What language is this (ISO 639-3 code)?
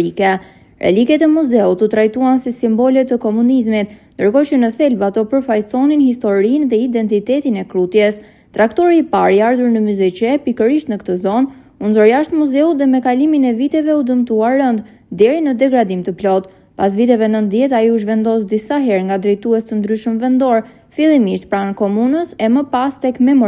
sqi